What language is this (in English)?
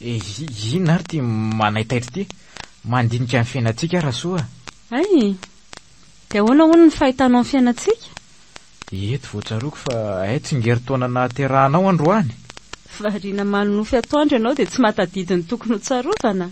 Malagasy